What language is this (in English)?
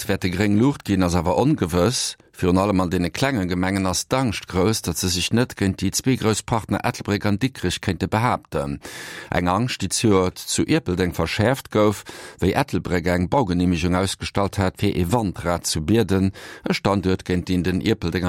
Luxembourgish